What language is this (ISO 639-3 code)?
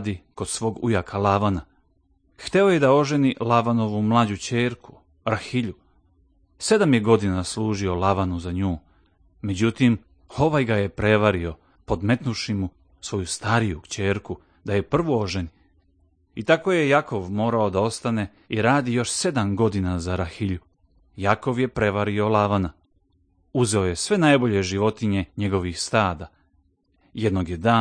srp